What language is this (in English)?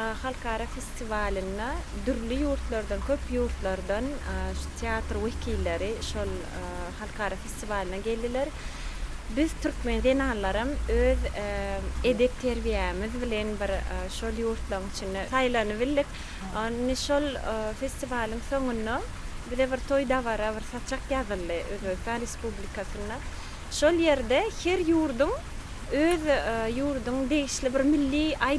Turkmen